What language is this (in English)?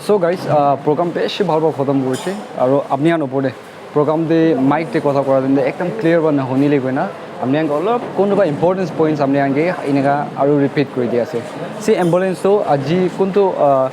Naga Pidgin